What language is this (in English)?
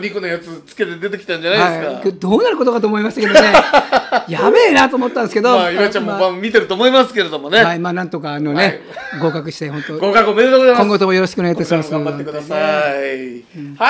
Japanese